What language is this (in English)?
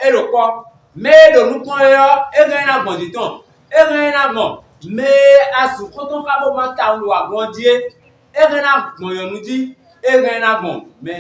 Fon